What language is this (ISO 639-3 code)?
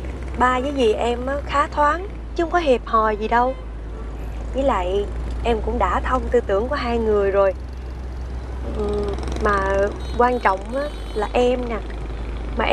vie